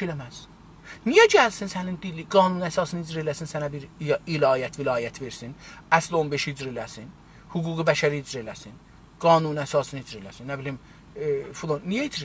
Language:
South Azerbaijani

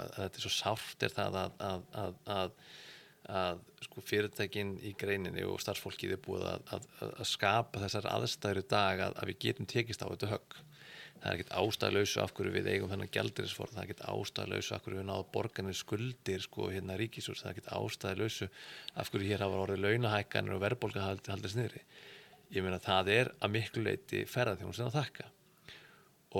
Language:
Icelandic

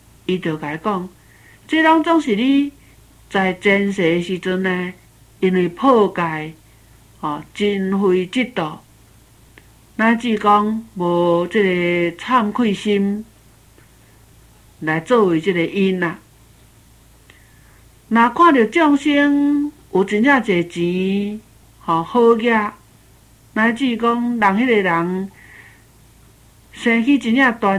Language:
Min Nan Chinese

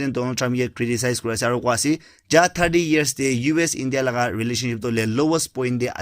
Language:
Naga Pidgin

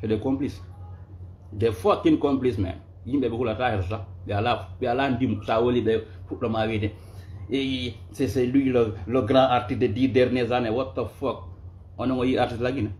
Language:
Fula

